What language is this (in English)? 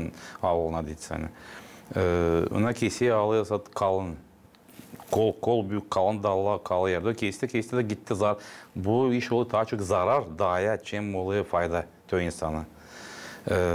Gagauz